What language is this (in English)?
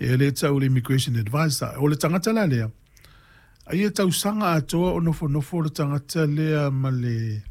Samoan